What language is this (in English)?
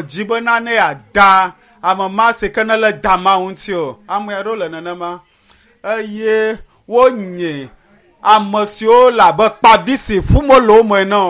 Ewe